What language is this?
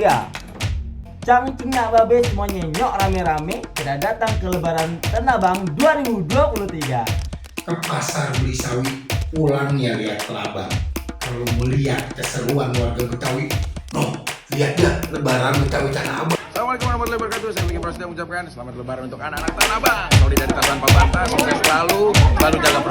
Betawi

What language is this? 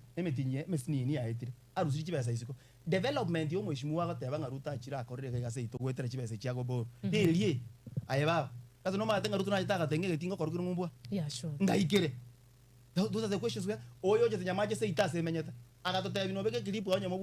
Gusii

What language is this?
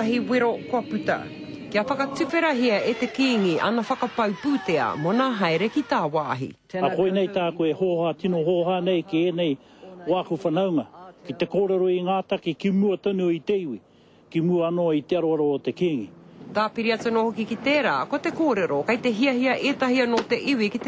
Māori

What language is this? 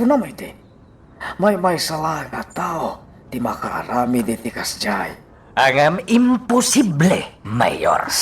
Iloko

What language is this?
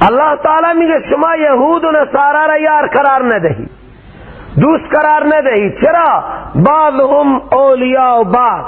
Persian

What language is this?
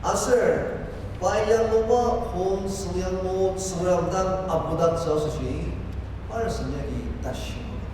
Ao Naga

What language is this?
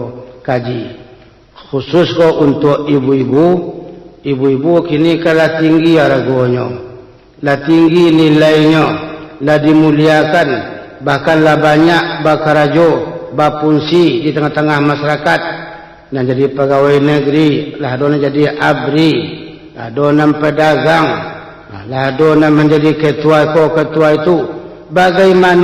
Minangkabau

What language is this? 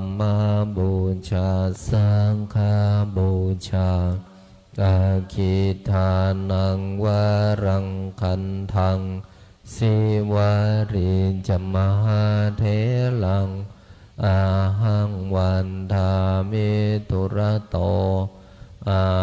Pali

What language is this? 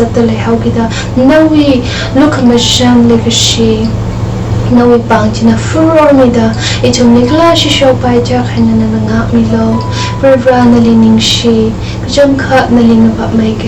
Tangkhul Naga (India)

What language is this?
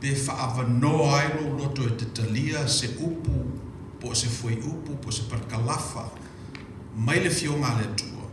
Samoan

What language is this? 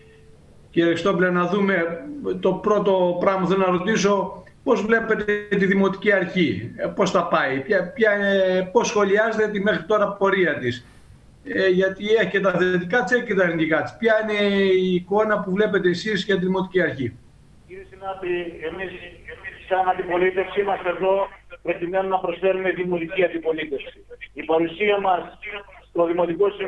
Greek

